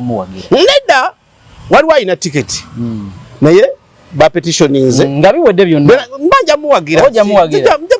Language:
Ganda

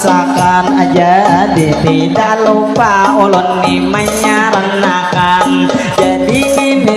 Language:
Banjar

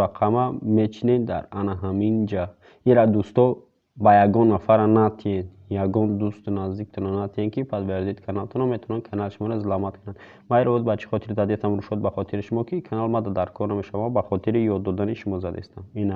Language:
Tajik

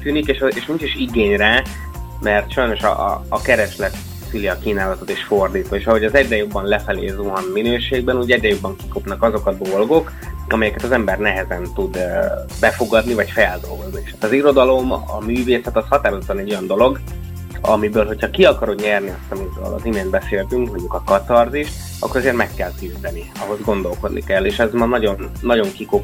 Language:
Hungarian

